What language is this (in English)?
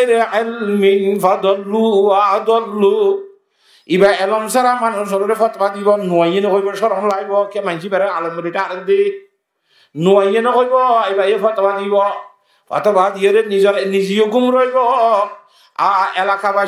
Rohingya